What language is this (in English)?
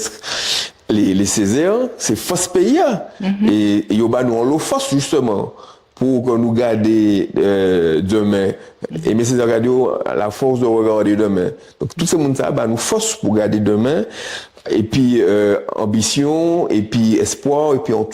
Guadeloupean Creole French